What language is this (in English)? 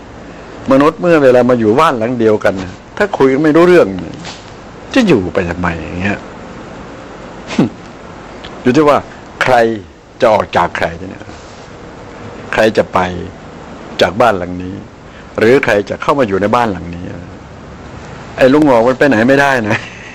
Thai